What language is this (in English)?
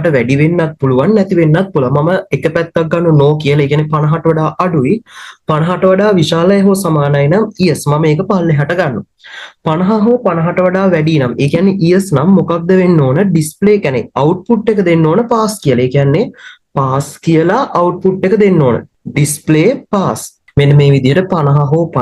Sinhala